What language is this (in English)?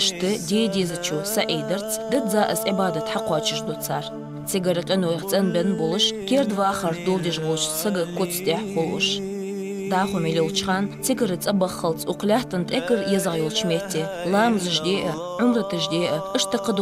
Ingush